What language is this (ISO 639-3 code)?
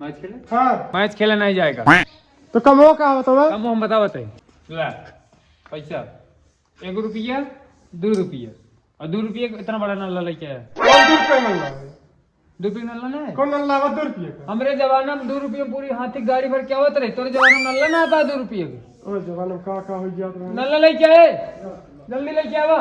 awa